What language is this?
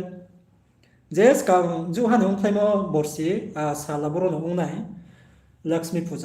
Riang (India)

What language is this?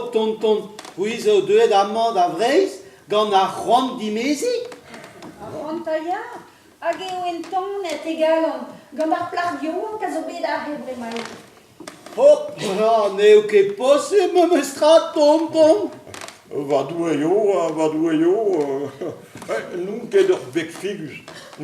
Breton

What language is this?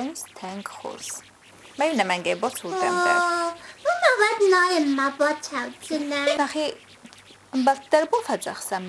Ossetic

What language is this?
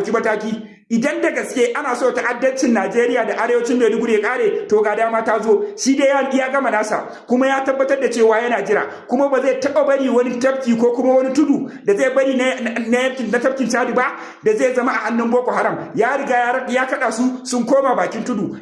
Hausa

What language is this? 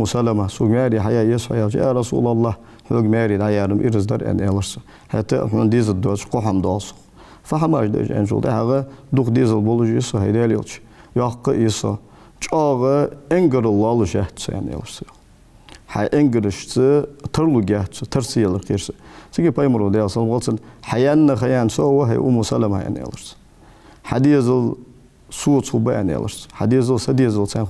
Ingush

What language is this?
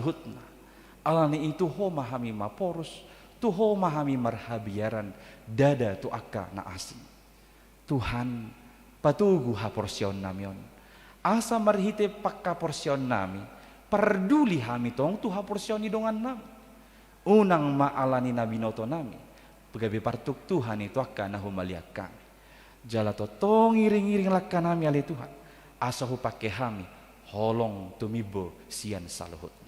Batak Toba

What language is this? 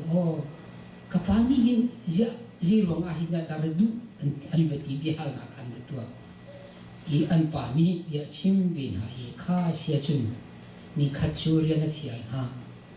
Hakha Chin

